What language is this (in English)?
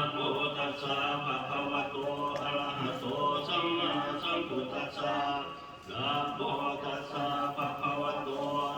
Pali